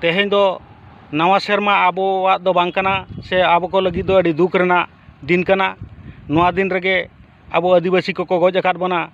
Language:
Santali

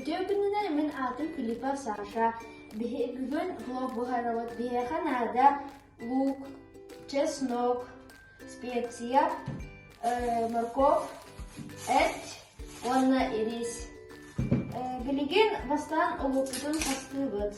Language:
Yakut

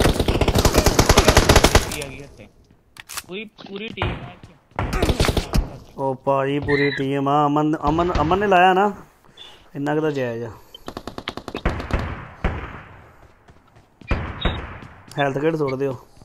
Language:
Punjabi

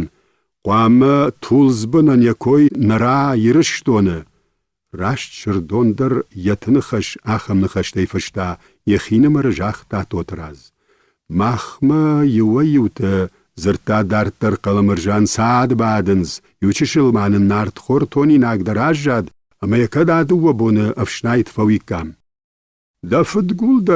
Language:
Ossetic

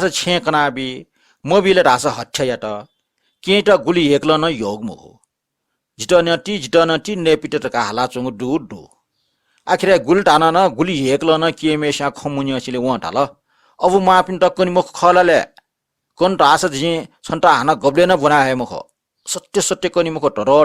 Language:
Newari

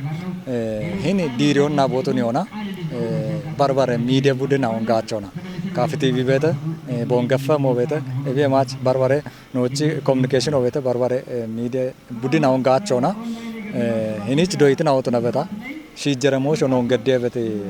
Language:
Kafa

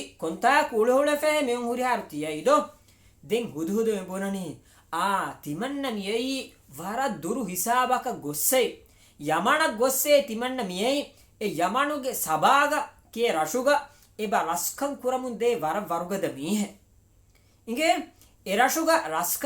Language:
Divehi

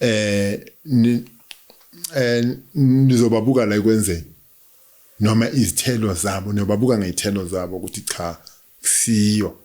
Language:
Zulu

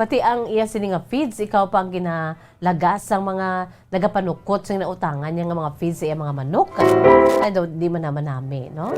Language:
Hiligaynon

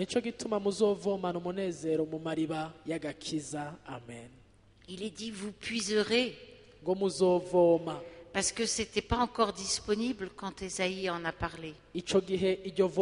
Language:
Rundi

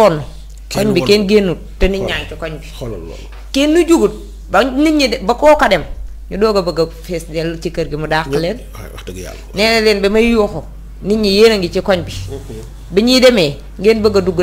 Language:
Wolof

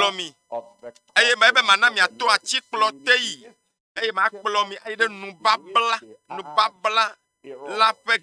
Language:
Ewe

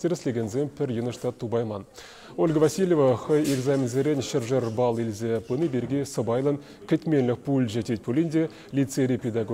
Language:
Chuvash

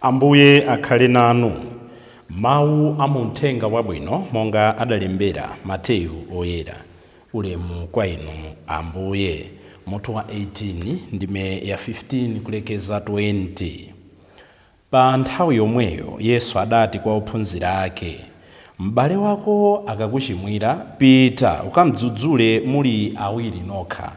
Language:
Nyanja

